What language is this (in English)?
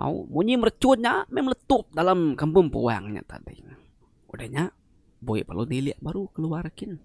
Iban